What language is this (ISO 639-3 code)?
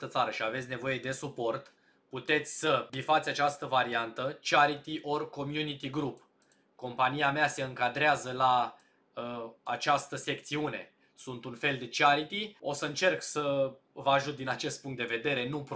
ron